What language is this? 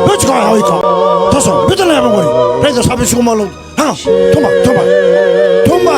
Fijian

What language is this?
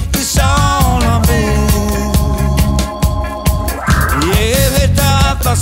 Icelandic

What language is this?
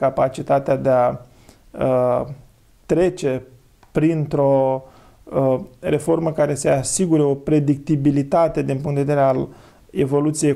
Romanian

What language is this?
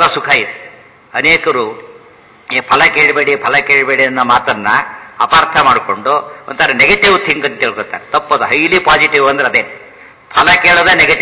Kannada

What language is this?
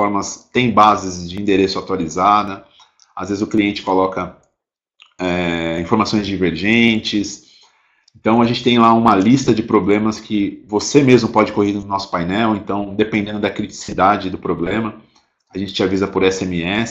Portuguese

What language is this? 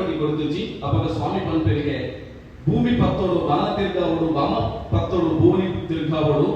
Tulu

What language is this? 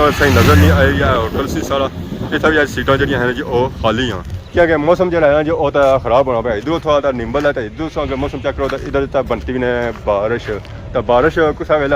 Pahari-Potwari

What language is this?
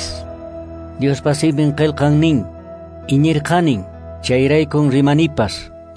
Quechua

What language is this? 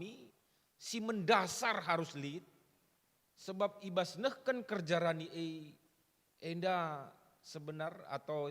Batak Karo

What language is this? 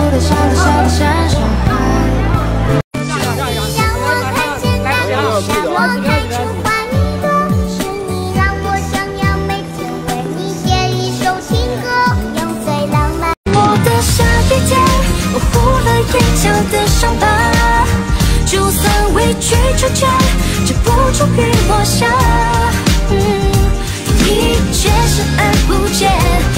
Chinese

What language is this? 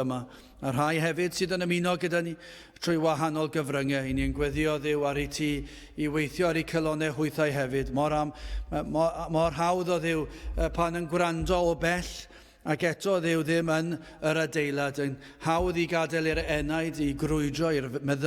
Welsh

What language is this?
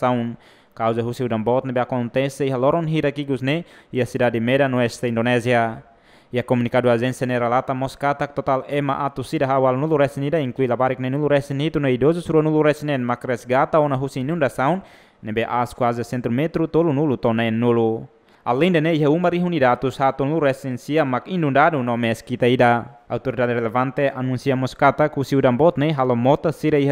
Tetum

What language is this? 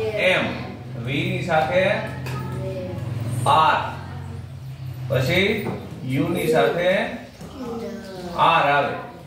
Gujarati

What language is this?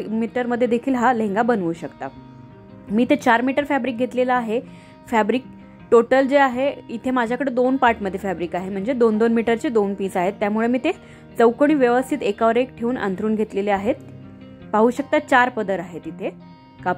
Marathi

